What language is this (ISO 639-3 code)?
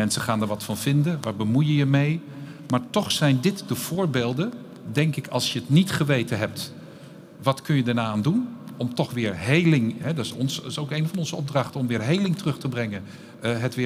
nld